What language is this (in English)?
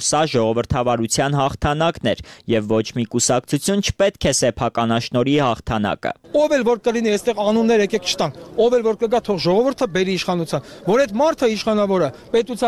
Armenian